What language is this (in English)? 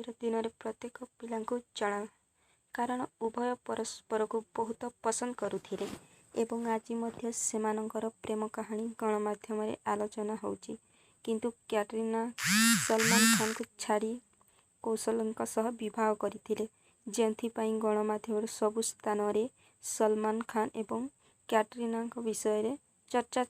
Odia